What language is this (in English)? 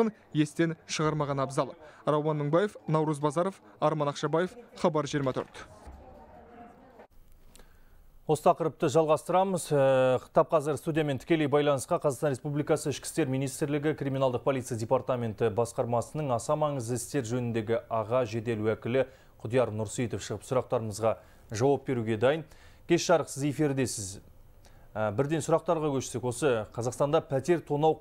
Kazakh